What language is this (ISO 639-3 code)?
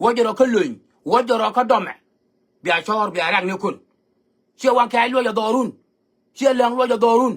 nus